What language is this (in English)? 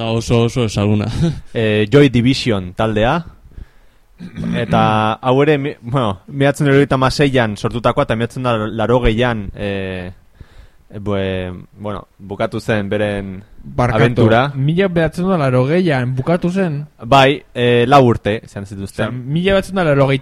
Basque